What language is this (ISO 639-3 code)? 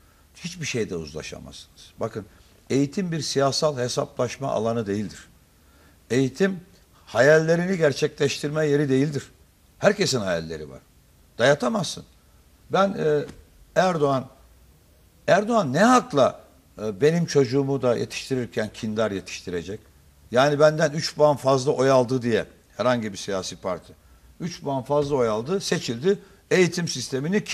tur